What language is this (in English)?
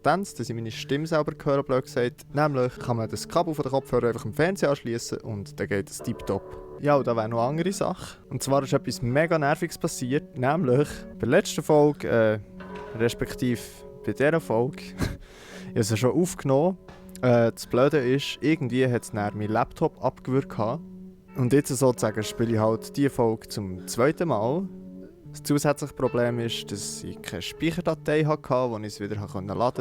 Swiss German